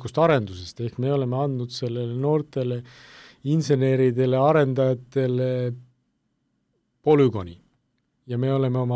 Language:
Estonian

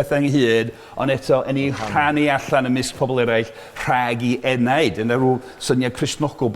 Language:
Welsh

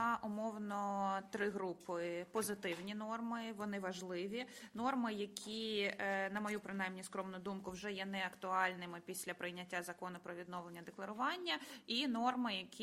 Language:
Ukrainian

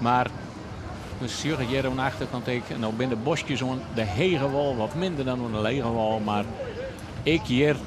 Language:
Western Frisian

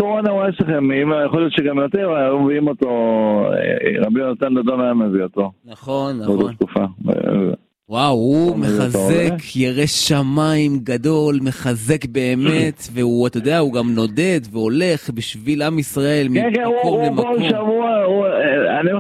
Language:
Hebrew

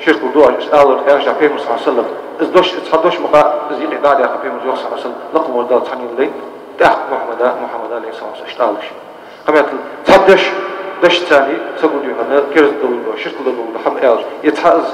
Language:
Ingush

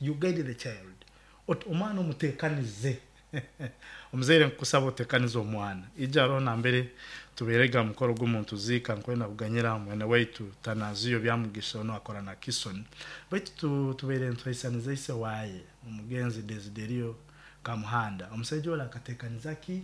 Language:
Nyoro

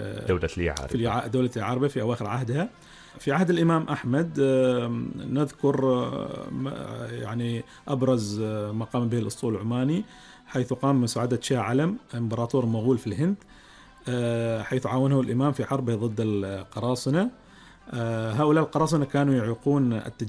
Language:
Arabic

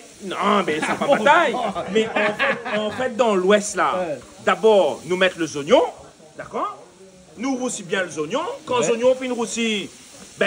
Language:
Réunion Creole French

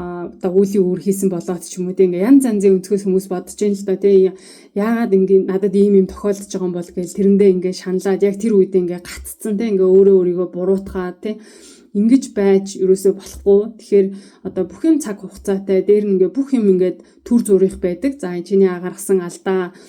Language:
Mongolian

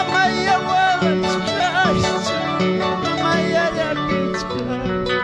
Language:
Ayacucho Quechua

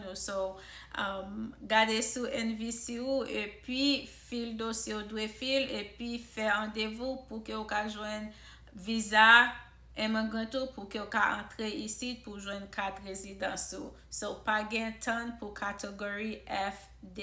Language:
Haitian Creole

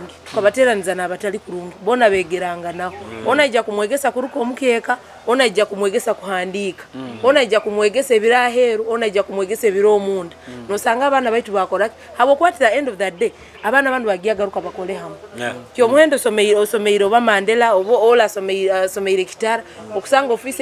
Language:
Nyoro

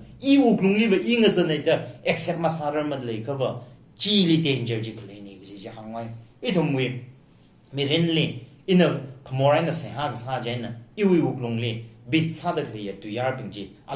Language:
Tangkhul Naga (India)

